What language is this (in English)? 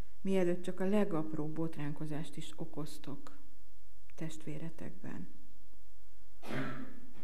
Hungarian